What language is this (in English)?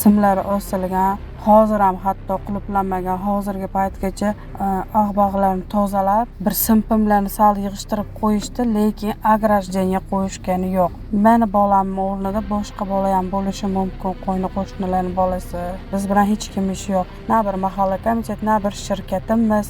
Uzbek